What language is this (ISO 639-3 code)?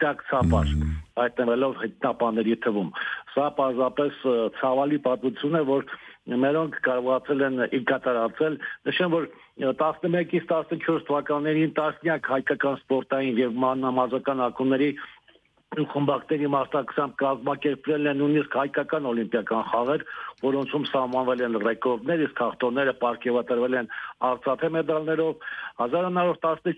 hye